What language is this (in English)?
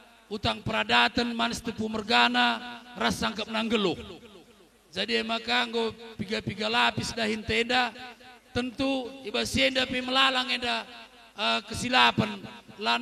Batak Karo